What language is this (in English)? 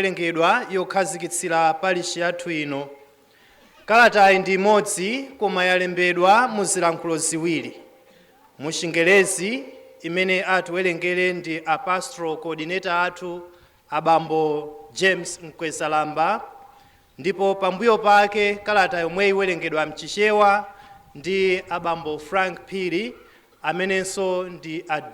Nyanja